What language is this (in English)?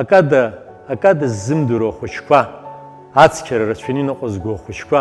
Abkhazian